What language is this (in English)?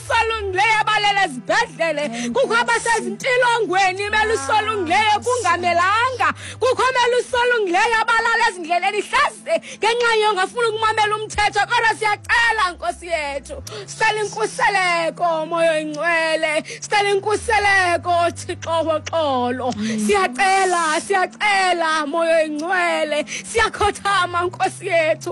Xhosa